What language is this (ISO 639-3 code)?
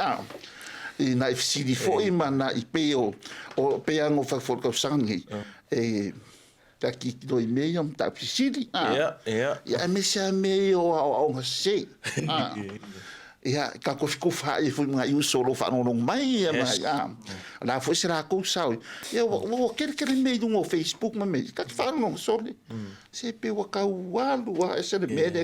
smo